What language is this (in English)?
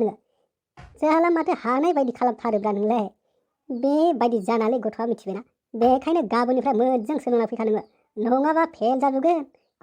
Bodo